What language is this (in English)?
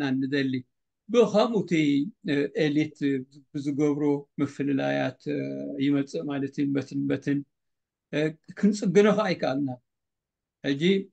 Tigrinya